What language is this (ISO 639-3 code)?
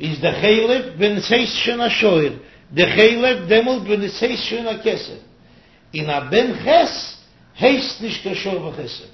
yid